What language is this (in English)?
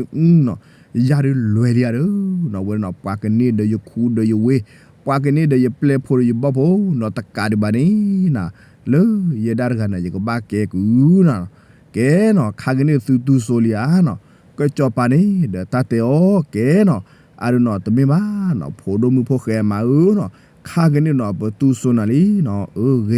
S'gaw Karen